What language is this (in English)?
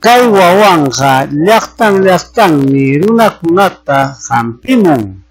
Ayacucho Quechua